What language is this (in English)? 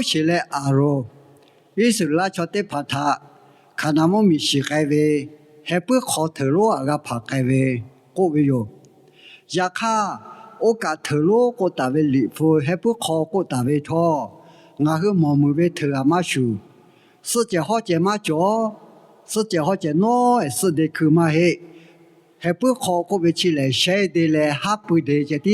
Lahu